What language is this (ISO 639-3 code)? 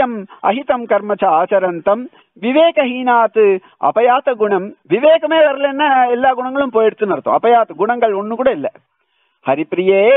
tam